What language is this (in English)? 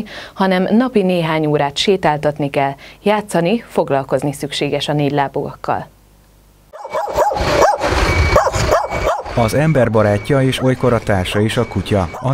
Hungarian